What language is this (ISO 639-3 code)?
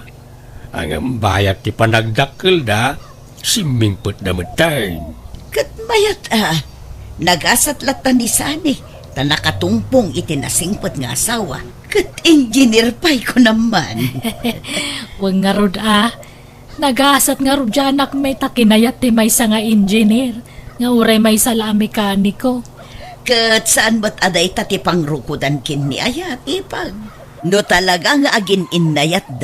ilo